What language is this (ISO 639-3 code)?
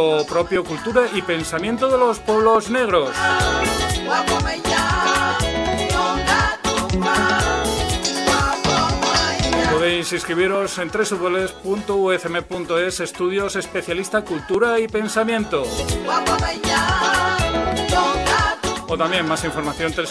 spa